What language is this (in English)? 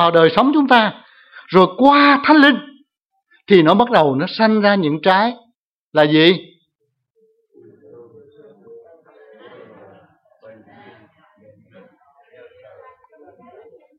Vietnamese